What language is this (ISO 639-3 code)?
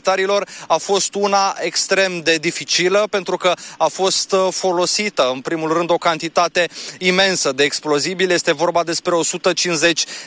ron